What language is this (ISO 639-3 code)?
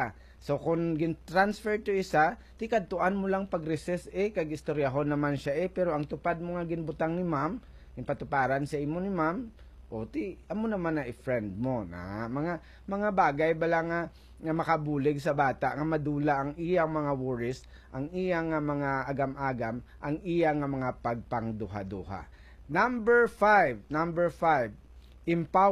hil